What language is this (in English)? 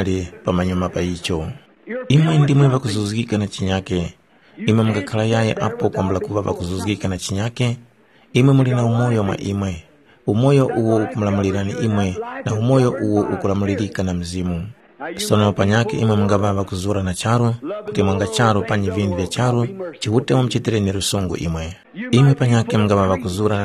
Tumbuka